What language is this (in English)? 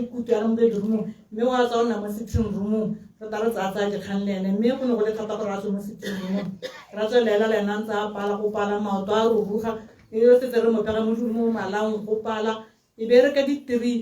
Tswana